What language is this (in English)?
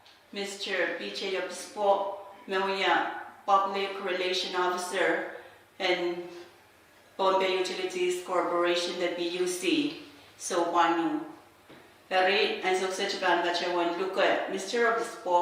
Pohnpeian